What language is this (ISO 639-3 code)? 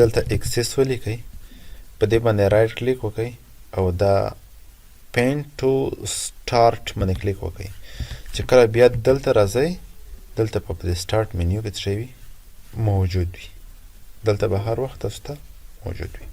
pus